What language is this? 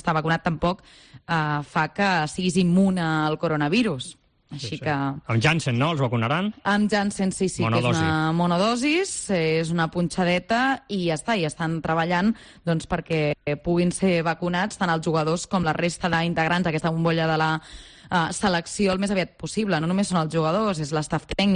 Catalan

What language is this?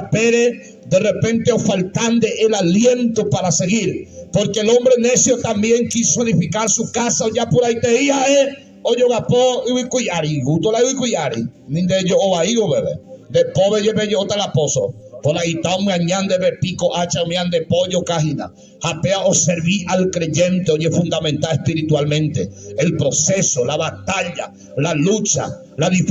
Guarani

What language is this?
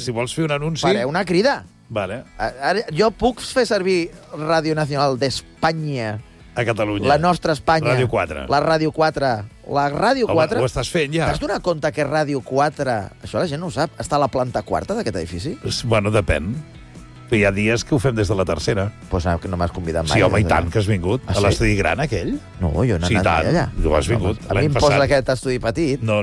Catalan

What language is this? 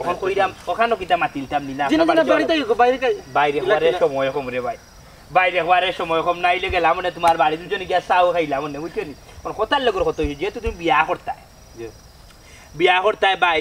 Sylheti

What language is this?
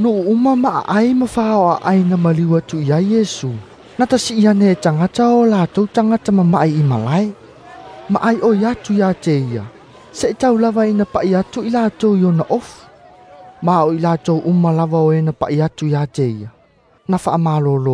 Samoan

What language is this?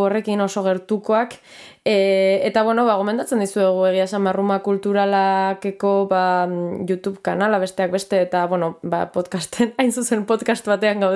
Basque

